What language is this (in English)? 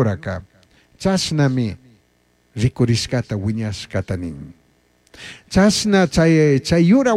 Chimborazo Highland Quichua